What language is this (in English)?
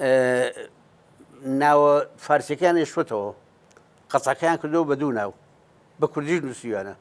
Central Kurdish